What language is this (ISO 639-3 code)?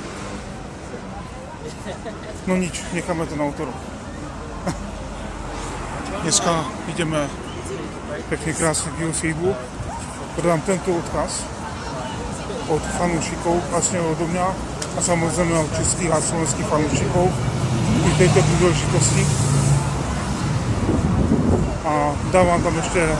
slk